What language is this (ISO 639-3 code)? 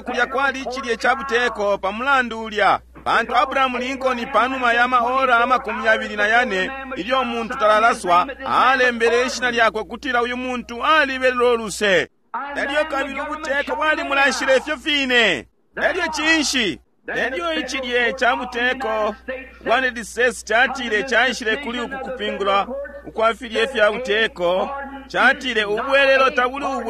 bem